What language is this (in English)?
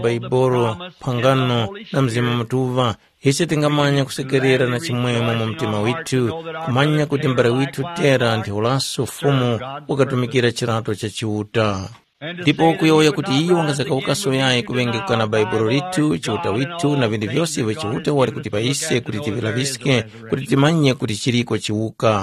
Tumbuka